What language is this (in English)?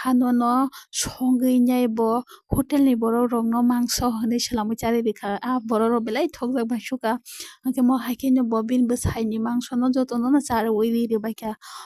Kok Borok